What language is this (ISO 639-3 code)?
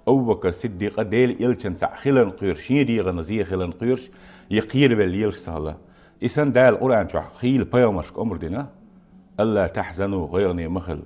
che